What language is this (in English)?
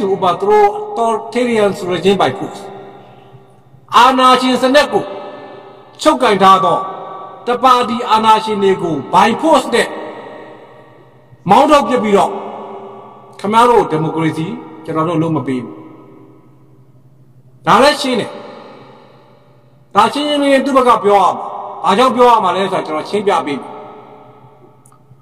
Burmese